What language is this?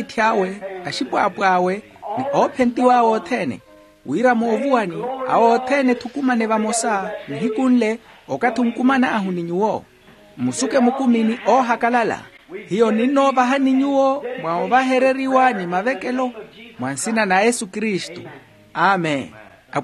Makhuwa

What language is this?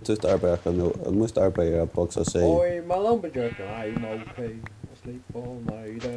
Faroese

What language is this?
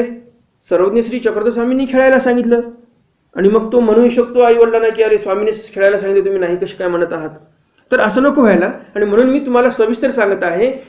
Marathi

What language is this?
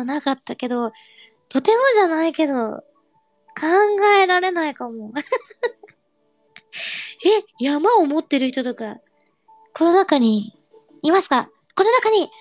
Japanese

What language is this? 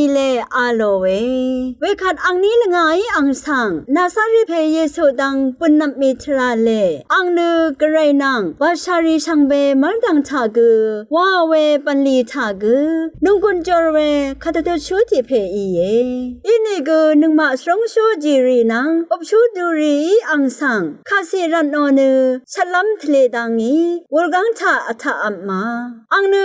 Rawang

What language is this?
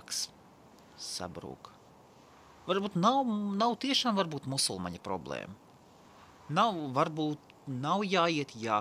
Latvian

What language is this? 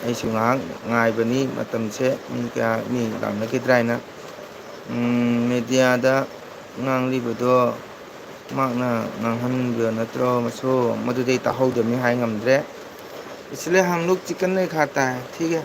Manipuri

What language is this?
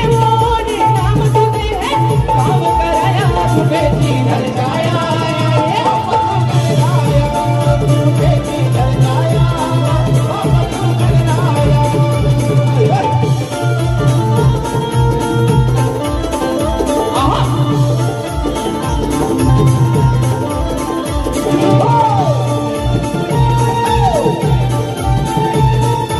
Marathi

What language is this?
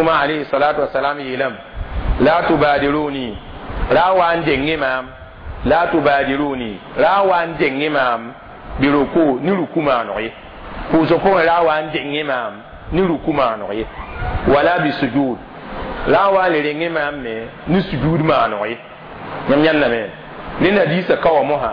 Mossi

